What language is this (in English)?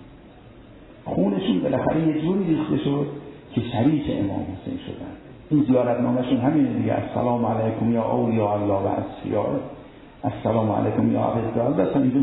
Persian